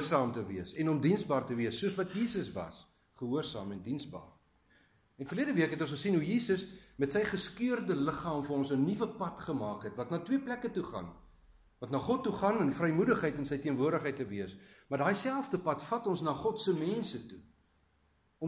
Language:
Afrikaans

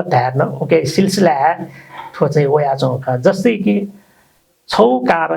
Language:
Newari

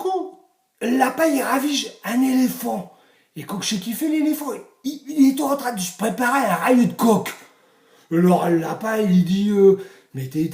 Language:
Picard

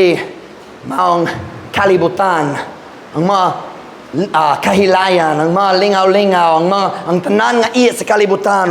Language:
Cebuano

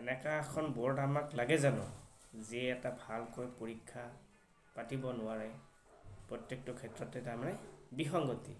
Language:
Assamese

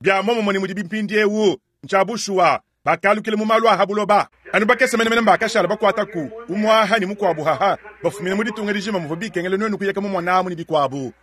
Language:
Luba-Lulua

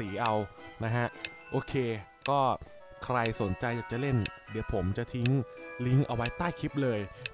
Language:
Thai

